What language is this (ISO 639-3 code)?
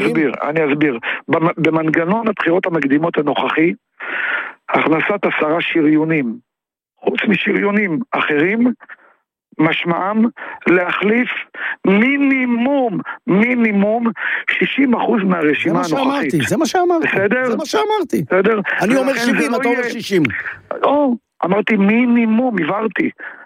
heb